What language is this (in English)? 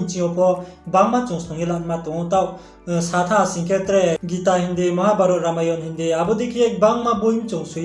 Riang (India)